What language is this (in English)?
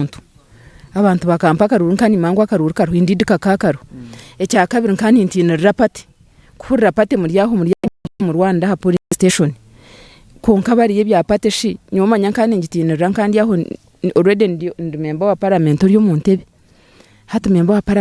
Nyankole